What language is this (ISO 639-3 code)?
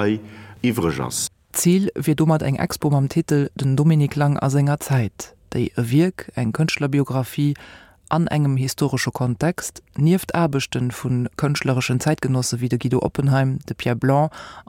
ltz